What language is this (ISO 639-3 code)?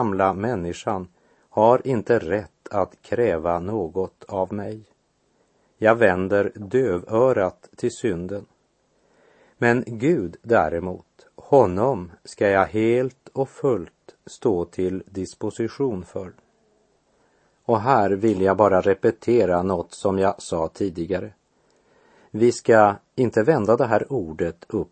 swe